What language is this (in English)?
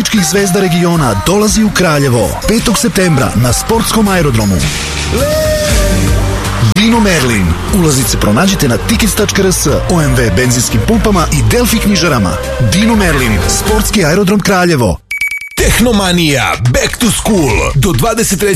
Serbian